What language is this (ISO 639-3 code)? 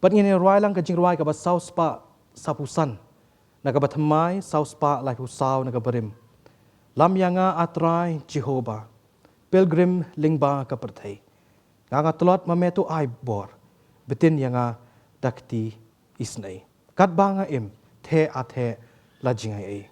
kha